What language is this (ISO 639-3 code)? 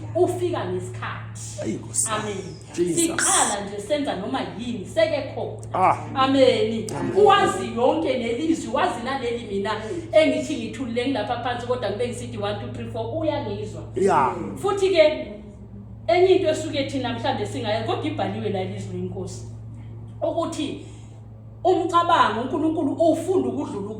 zul